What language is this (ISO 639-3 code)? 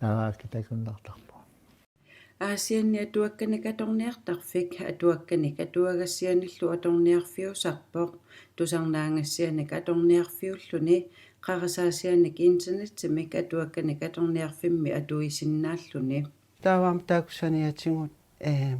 kal